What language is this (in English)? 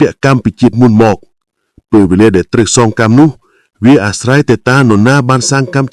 Khmer